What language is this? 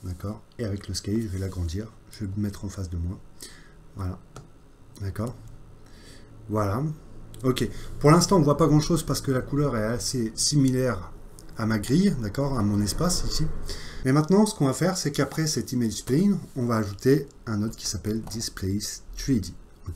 French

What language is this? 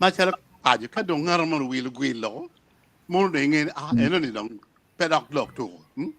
Acoli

